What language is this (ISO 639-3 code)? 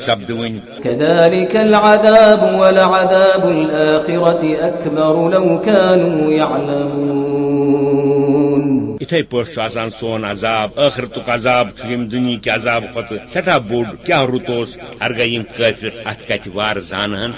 kas